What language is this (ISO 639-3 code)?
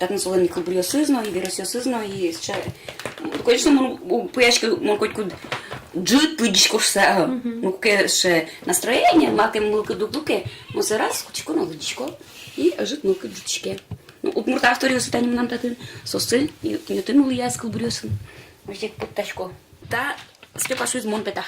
udm